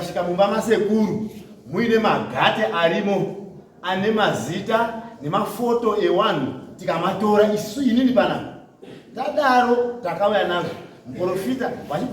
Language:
Shona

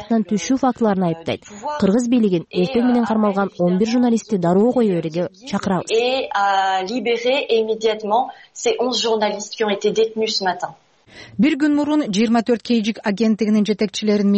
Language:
Kyrgyz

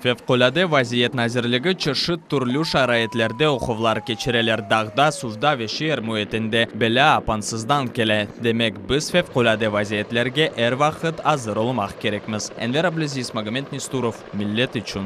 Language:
Crimean Tatar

